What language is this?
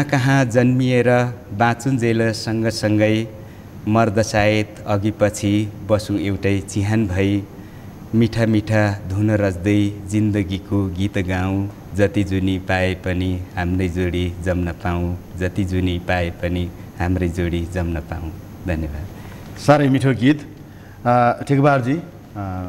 Nepali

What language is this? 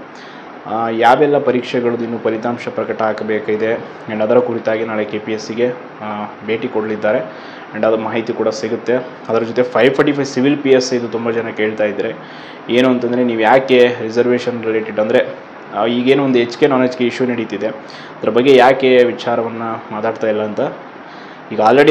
Kannada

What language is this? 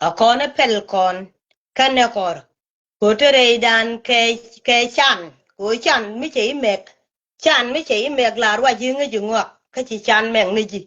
Nuer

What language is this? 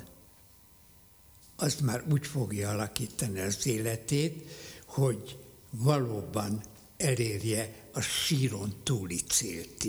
Hungarian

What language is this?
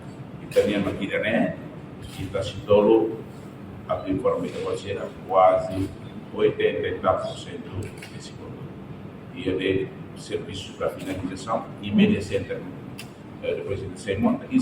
Tetum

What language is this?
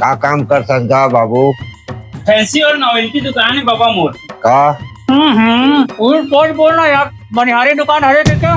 Chhattisgarhi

